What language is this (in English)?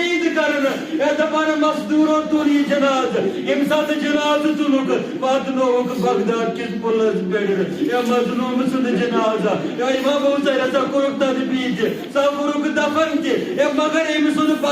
Kashmiri